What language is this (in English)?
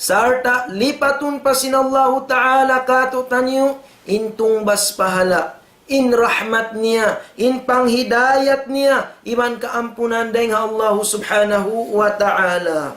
Tausug